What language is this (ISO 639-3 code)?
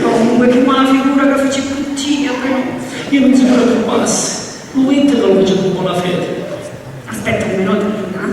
scn